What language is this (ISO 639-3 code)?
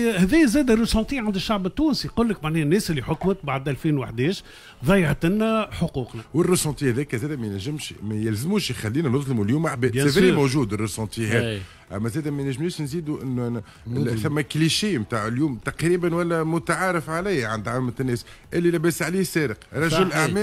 aeb